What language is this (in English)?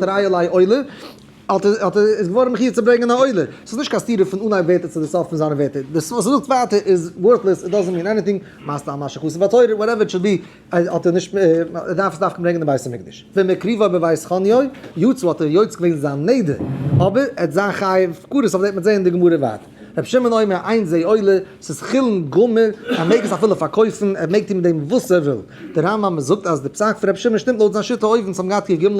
Yiddish